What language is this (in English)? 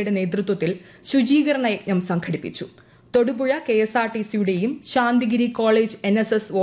Malayalam